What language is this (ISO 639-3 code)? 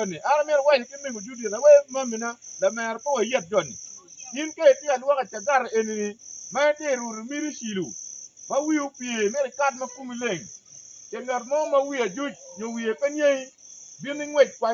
ach